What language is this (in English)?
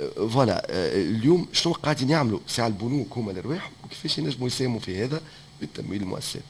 Tunisian Arabic